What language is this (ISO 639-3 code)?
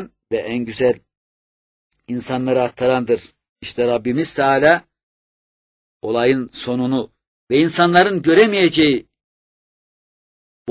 tur